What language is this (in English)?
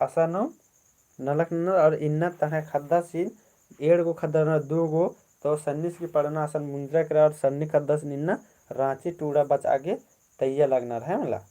Kurukh